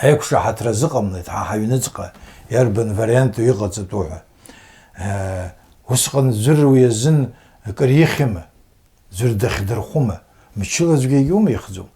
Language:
Abkhazian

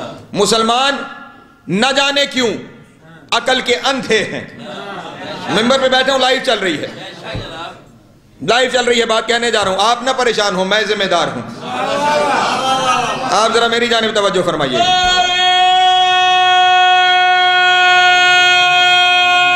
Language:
Urdu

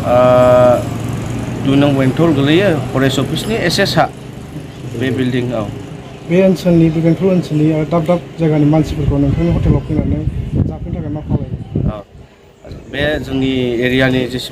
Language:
Bodo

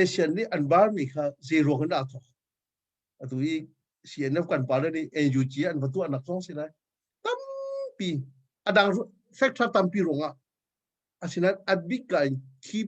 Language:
Hakha Chin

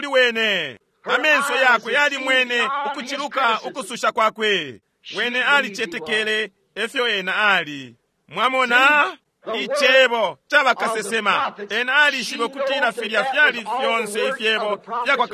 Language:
Bemba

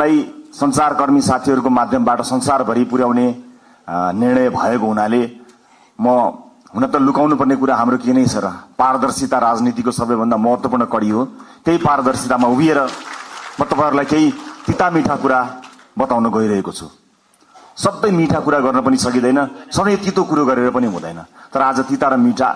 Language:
Nepali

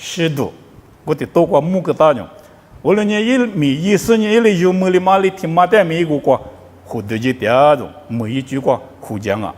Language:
Lisu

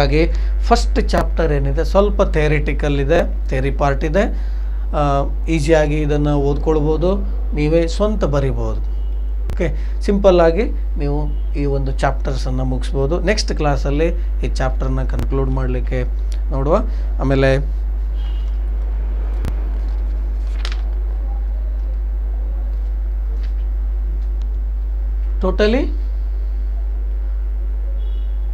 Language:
Kannada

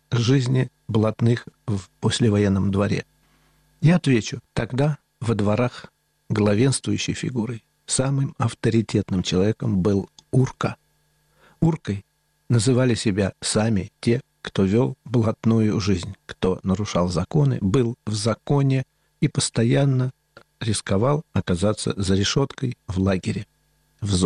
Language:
Russian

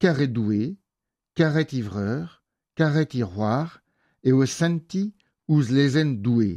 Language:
Breton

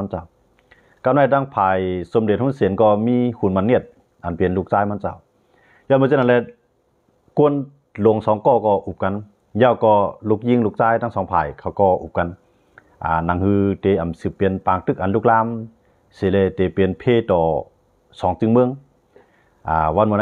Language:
Shan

